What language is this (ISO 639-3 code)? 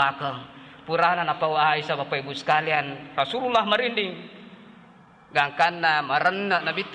bug